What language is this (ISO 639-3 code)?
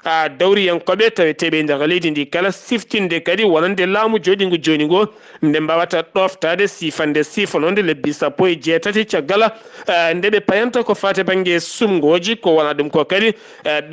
ful